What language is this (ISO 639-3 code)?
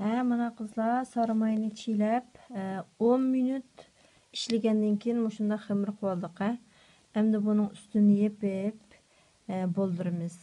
uig